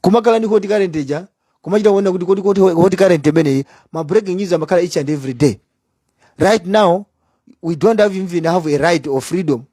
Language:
Nyanja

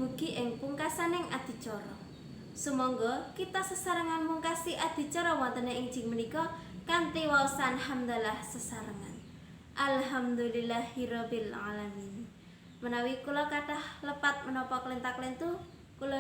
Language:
Javanese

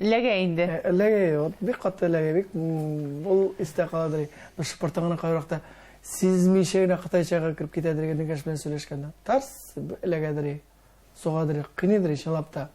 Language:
Tatar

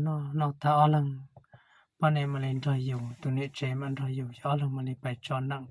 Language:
Hmong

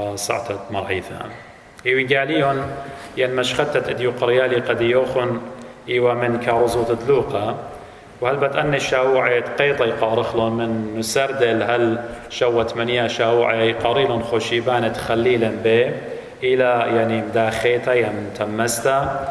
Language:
Assyrian Neo-Aramaic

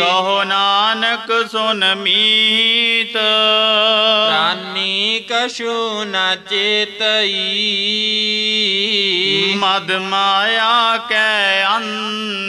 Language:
Punjabi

